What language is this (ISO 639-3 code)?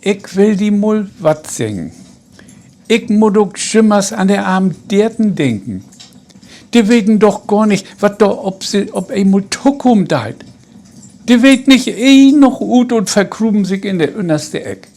nds